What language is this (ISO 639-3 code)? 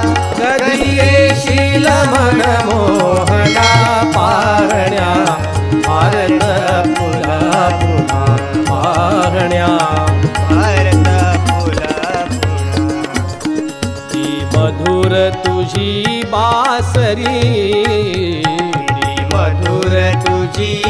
mar